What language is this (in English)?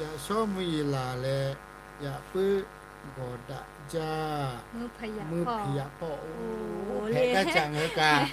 Lahu